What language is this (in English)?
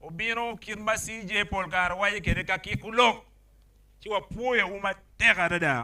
Acoli